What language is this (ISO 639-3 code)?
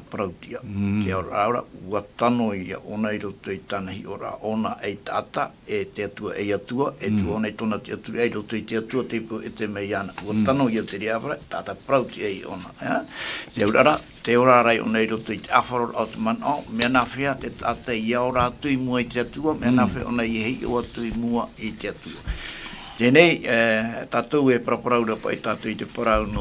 tah